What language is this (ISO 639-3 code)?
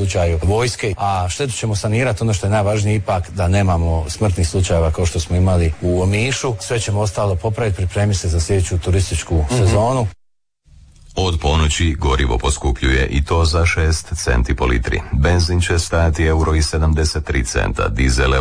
hrv